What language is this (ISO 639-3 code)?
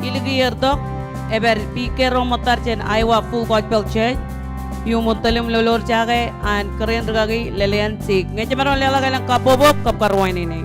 mah